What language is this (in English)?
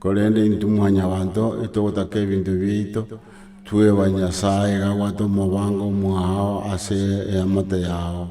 Gusii